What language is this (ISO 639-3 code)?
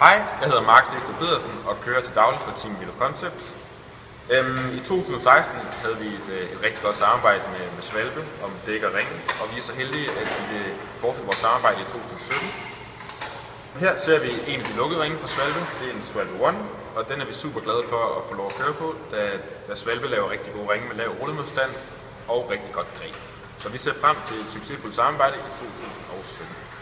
dan